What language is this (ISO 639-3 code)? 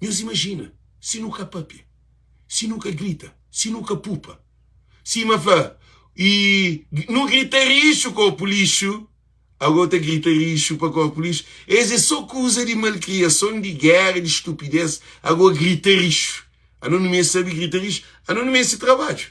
kea